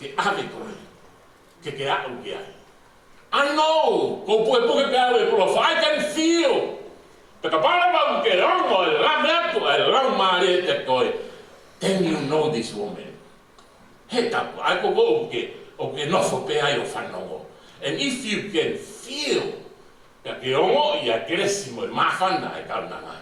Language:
Tongan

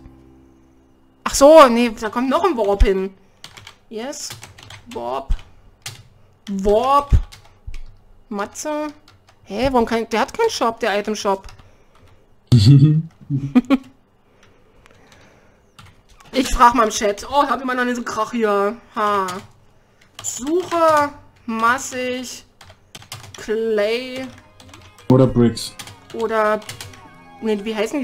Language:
German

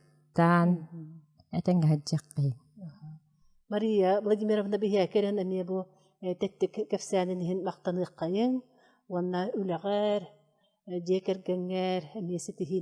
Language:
Yakut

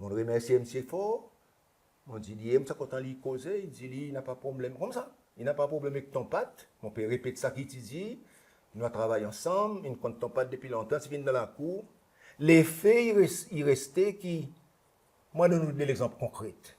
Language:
Seselwa Creole French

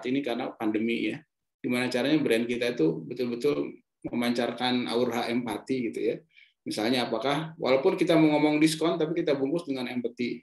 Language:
Indonesian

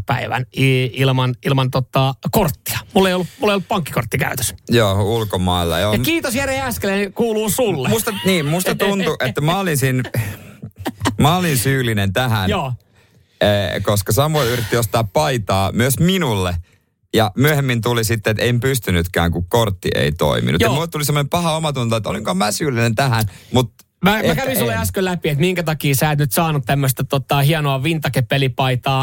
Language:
Finnish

